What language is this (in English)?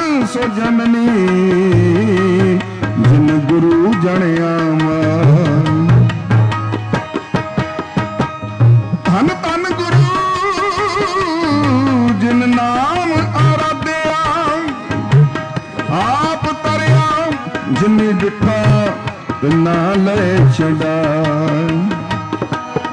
Punjabi